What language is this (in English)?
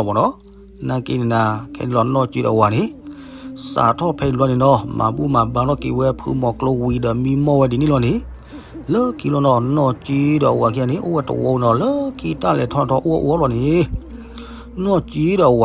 S'gaw Karen